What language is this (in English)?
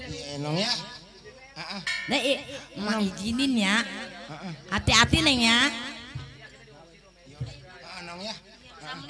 Betawi